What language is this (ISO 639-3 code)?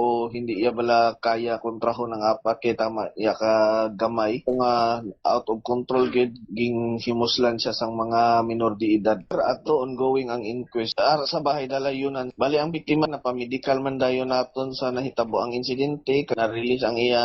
hil